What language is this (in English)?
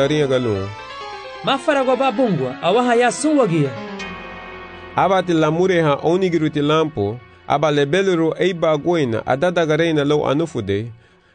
Garifuna